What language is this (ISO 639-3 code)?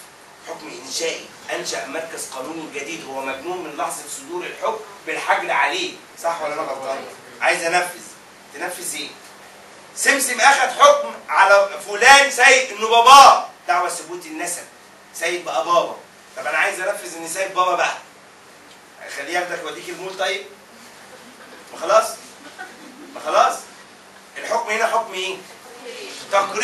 arz